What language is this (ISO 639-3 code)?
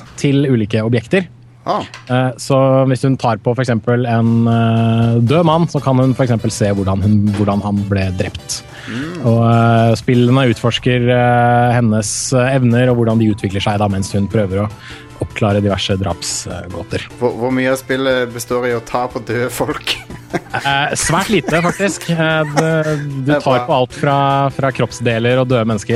nor